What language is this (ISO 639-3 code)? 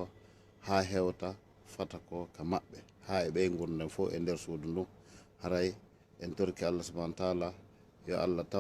ful